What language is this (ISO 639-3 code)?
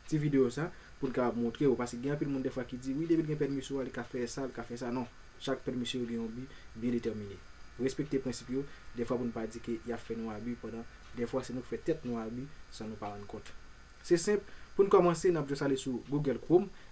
hat